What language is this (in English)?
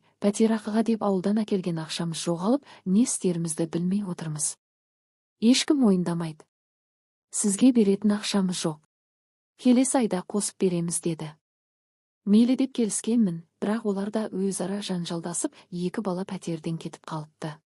Kazakh